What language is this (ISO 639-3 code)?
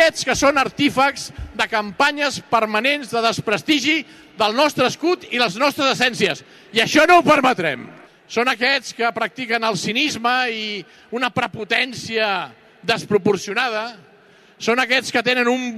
cat